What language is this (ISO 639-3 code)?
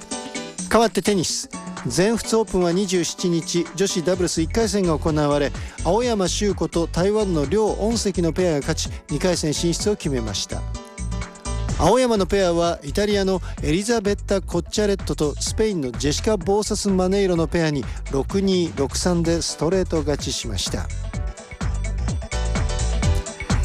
jpn